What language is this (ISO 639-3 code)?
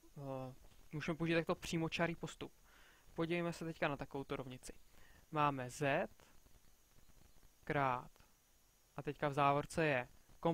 ces